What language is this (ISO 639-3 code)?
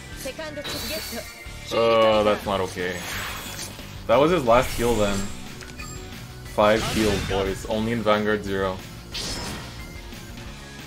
eng